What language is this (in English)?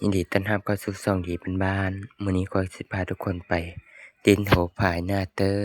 Lao